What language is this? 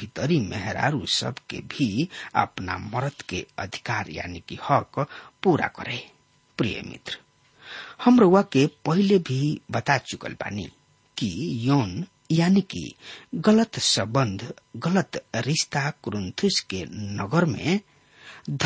Bhojpuri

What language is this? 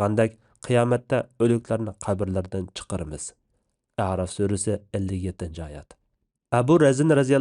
Uyghur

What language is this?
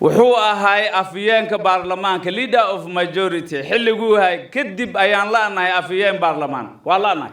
Somali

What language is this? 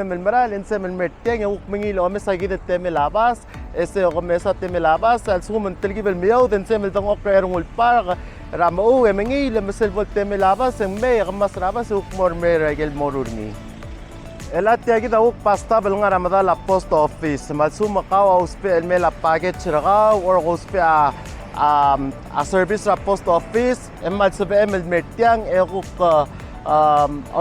Palauan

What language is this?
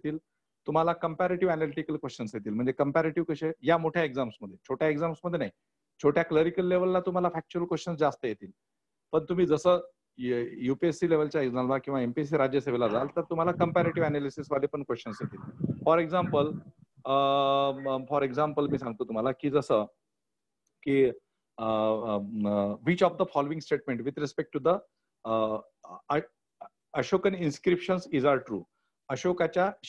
Marathi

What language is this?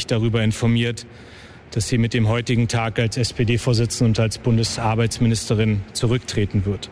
German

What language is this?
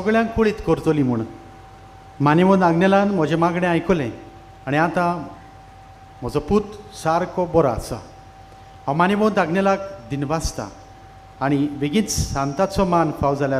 Konkani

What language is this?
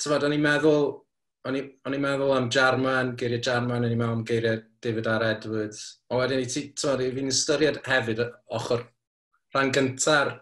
Welsh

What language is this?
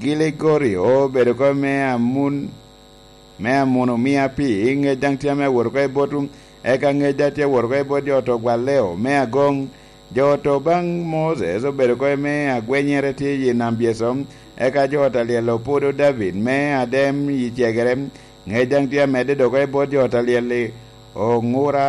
Lango (Uganda)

